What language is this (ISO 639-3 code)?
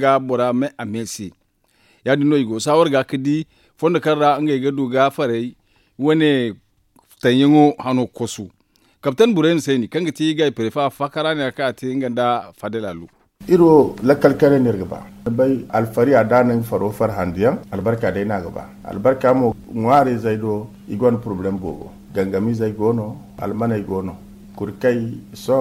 dje